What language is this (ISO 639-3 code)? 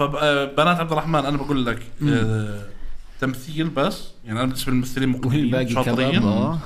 apc